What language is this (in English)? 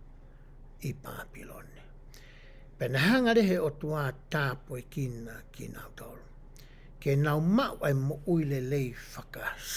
Tongan